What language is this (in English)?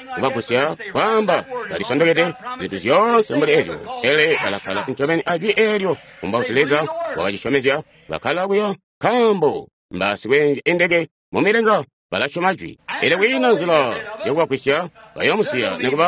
Tonga (Zambia)